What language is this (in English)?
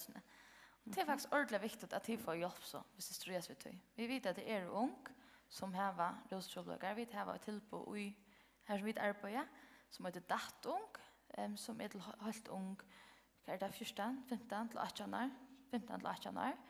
Faroese